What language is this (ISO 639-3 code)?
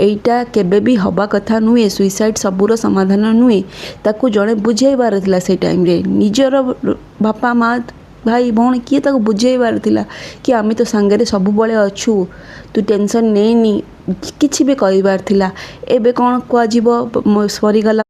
ori